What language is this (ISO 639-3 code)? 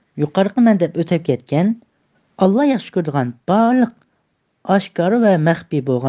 uig